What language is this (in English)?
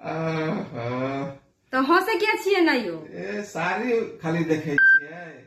Maithili